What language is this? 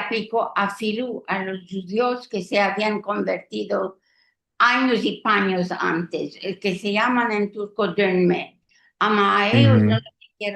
Ladino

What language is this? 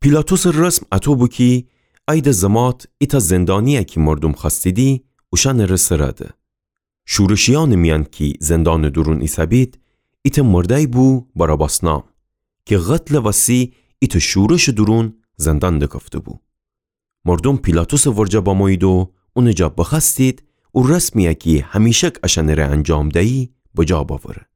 Gilaki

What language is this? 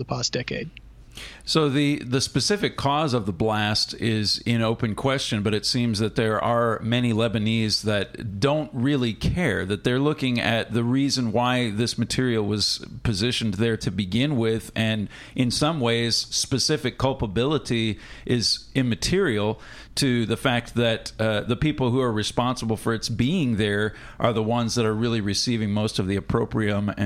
English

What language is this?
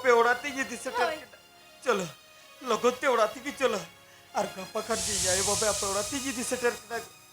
Santali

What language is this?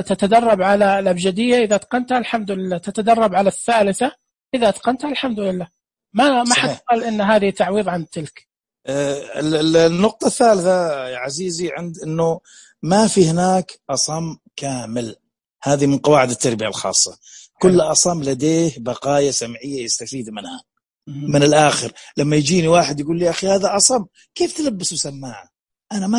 Najdi Arabic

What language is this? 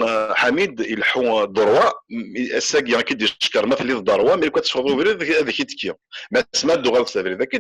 Kabyle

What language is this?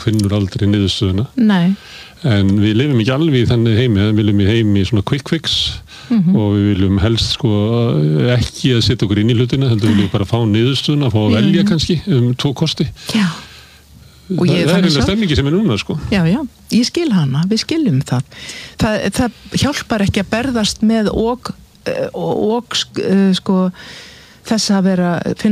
Icelandic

